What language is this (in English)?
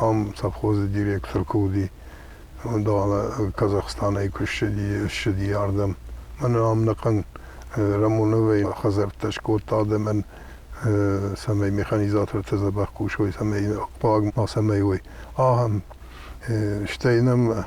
Ossetic